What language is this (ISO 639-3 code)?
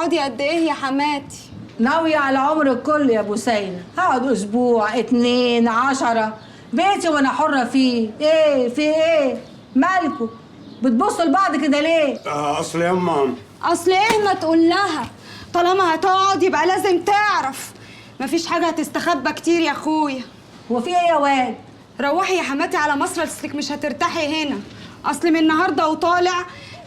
arz